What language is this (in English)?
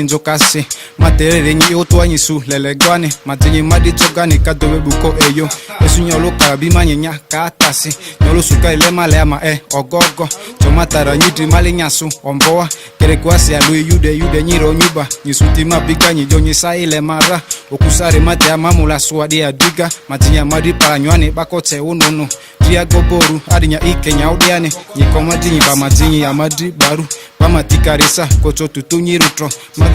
Ma'di